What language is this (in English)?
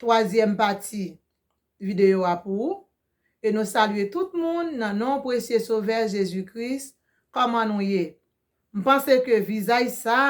Haitian Creole